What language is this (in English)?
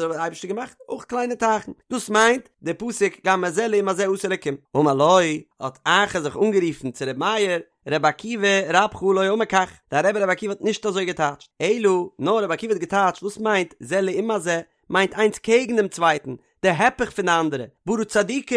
Yiddish